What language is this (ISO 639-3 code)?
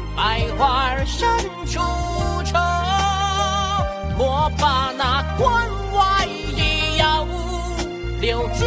zho